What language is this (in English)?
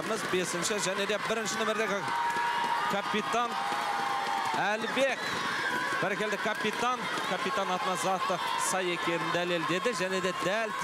Kazakh